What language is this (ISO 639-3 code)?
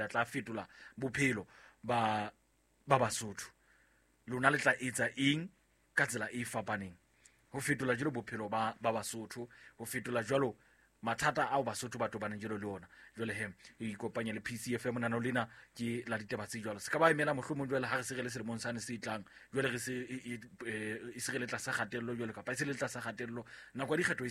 sot